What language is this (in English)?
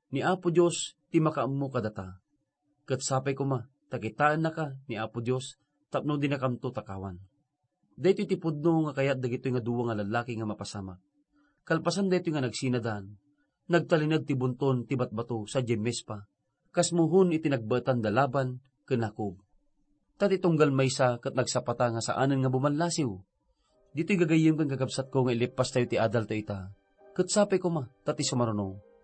Iloko